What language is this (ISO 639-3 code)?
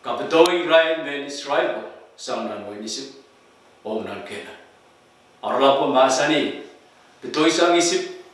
pon